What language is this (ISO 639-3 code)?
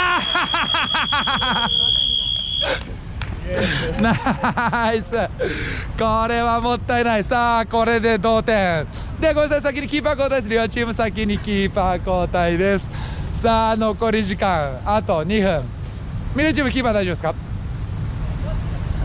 jpn